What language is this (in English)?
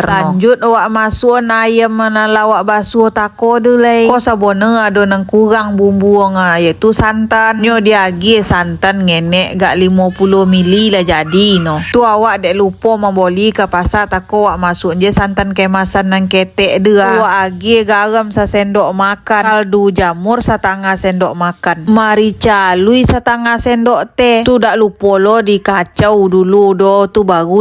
Minangkabau